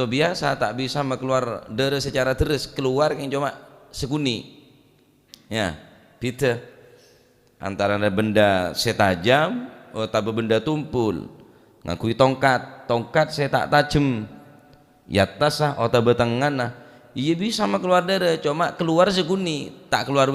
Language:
Madurese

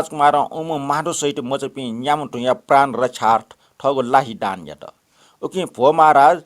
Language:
Newari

